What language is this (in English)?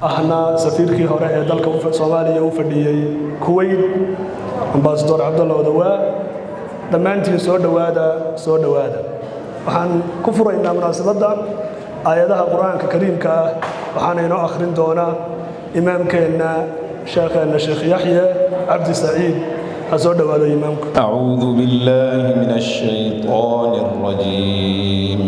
Somali